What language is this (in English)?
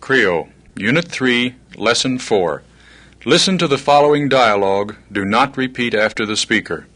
Krio